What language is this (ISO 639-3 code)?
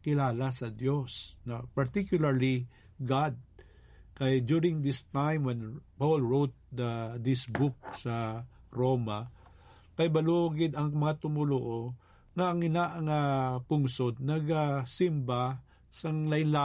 hil